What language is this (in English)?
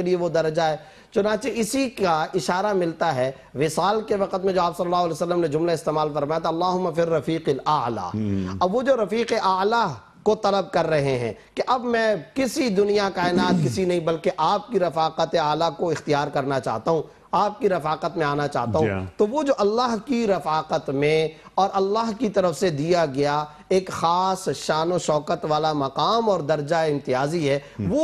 Urdu